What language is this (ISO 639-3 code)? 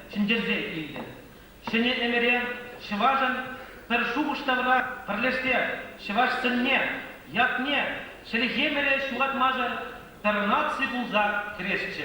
chv